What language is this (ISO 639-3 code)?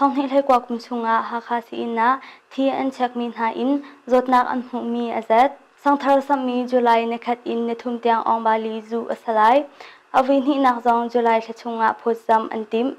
cnh